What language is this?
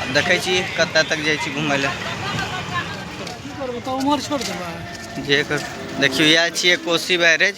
Maithili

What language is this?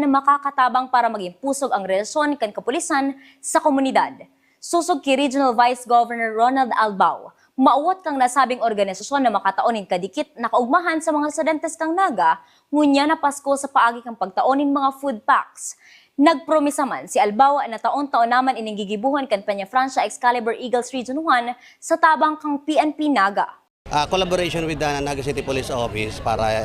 Bikol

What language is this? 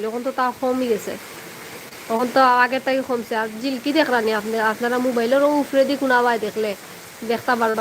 Sylheti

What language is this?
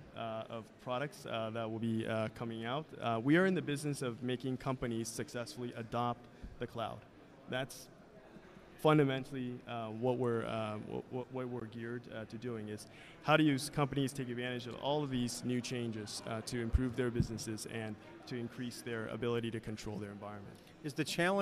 English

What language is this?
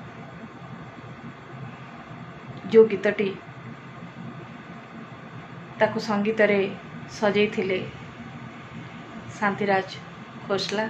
Odia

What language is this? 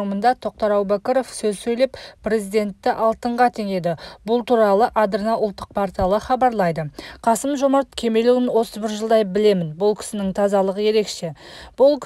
Kazakh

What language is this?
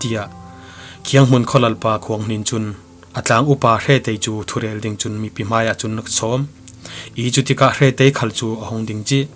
Falam Chin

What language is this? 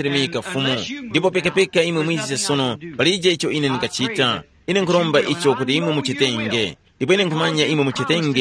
Tumbuka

